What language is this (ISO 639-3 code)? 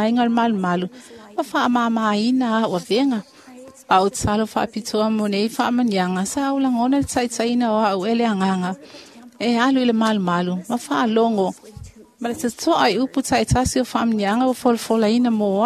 smo